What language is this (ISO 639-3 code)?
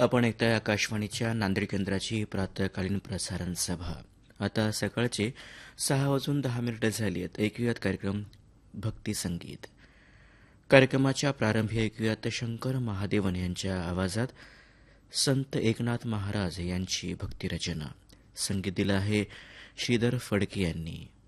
mar